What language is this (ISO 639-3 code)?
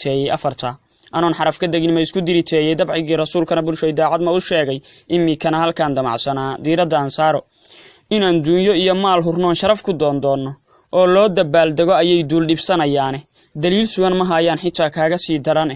som